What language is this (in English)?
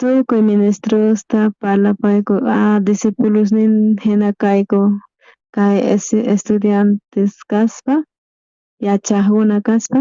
South Bolivian Quechua